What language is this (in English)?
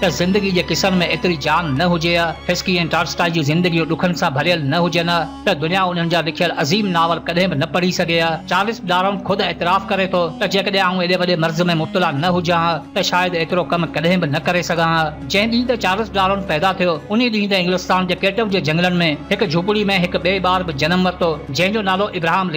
Sindhi